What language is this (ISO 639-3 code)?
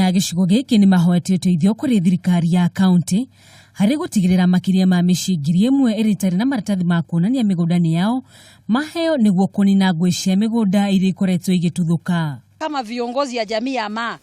kik